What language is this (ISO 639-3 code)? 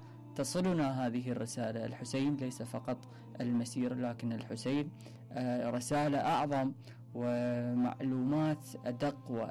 acm